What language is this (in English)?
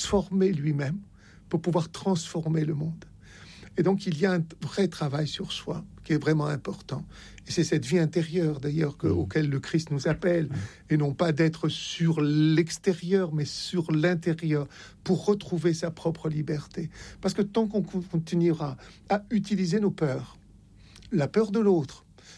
French